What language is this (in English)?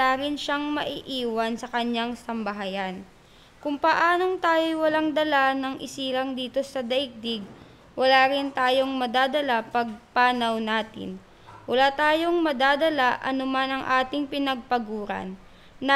Filipino